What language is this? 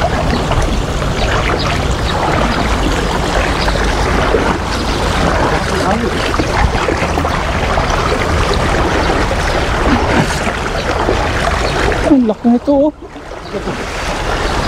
Filipino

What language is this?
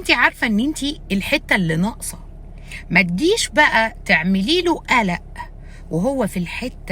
Egyptian Arabic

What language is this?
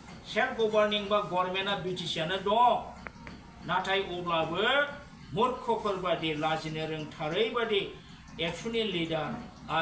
Bodo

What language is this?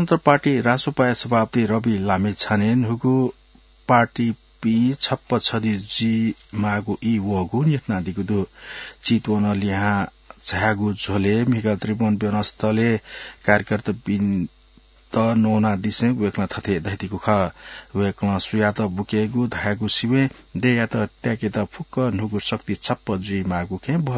Newari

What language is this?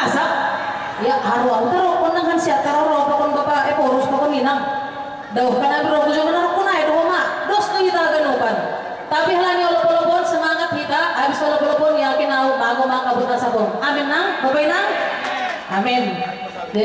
Batak Simalungun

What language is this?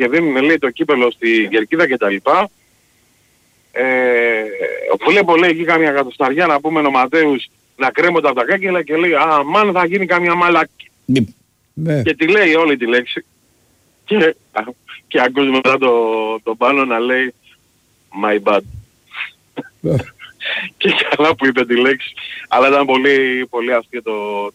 Greek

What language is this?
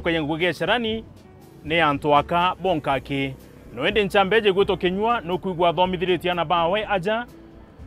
Meru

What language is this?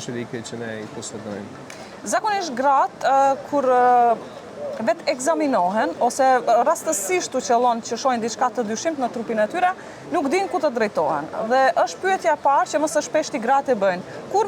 Albanian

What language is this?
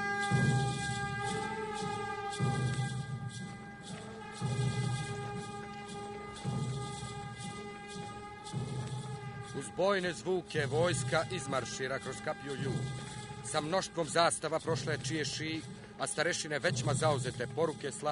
Serbian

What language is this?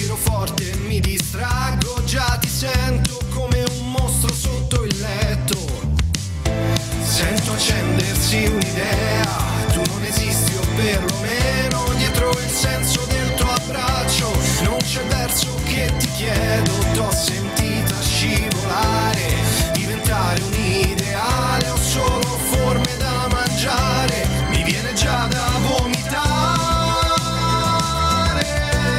Italian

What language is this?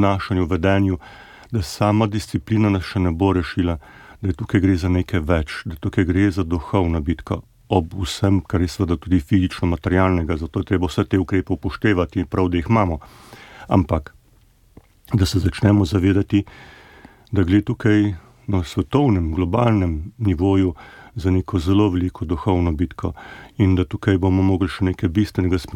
Slovenian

